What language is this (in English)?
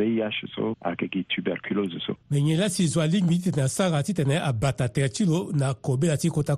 Sango